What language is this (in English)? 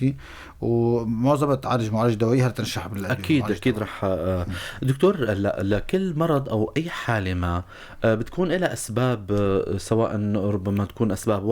North Levantine Arabic